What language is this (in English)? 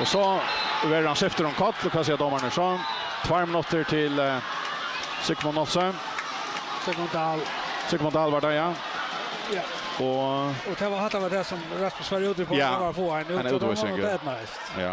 Faroese